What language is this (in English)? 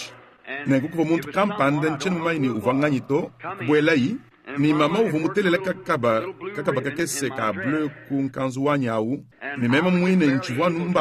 Luba-Lulua